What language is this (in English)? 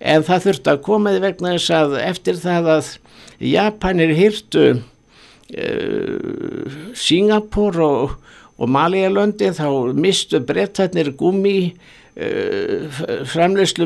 Icelandic